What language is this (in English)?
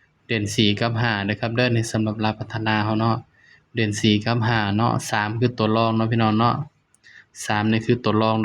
Northeastern Thai